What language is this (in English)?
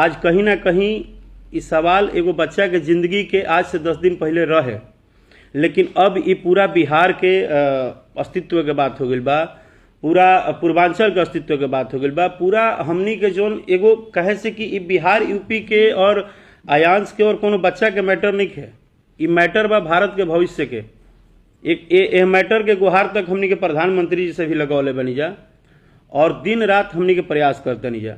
Bhojpuri